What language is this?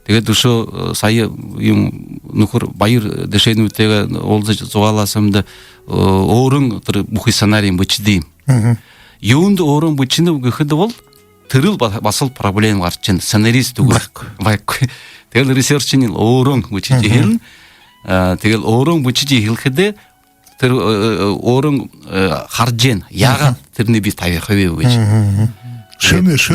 Buriat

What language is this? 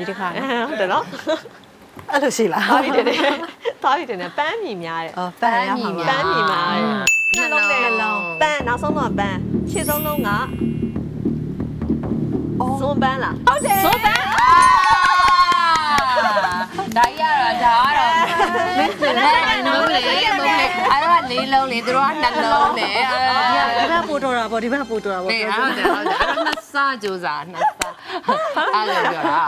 Burmese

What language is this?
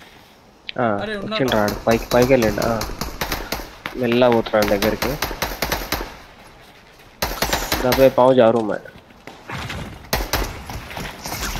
Telugu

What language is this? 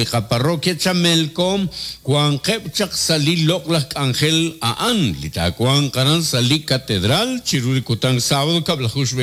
Kekchí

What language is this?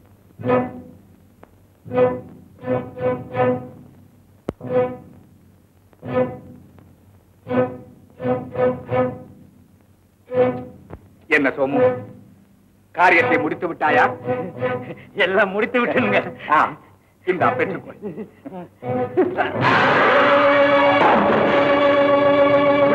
Tamil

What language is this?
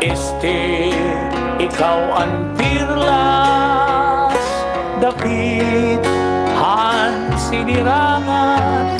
Waray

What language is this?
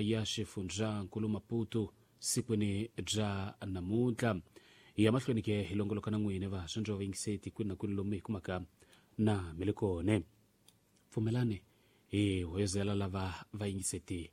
Tsonga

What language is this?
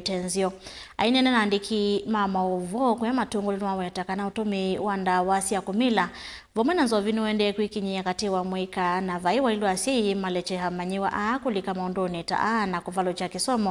Kamba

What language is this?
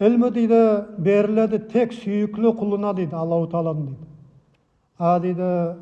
Nogai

